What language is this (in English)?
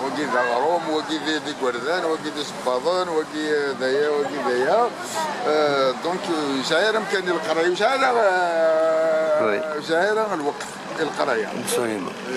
Kabyle